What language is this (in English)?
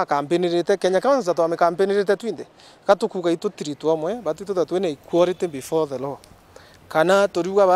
Meru